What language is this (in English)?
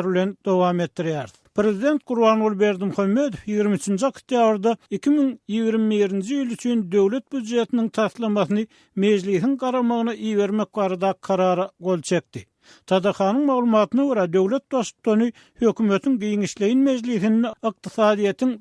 Turkmen